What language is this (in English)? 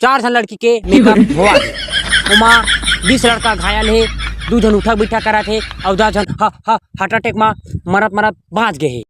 Chhattisgarhi